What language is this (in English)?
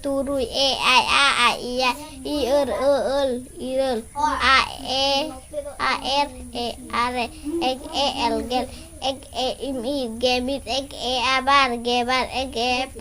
Santali